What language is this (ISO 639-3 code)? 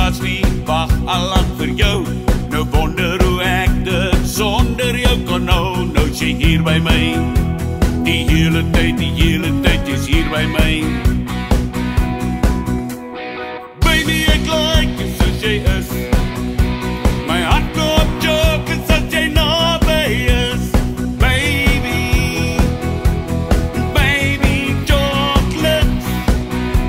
afr